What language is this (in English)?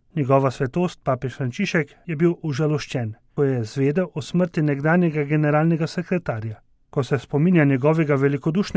Slovenian